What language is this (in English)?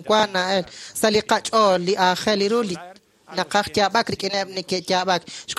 Kekchí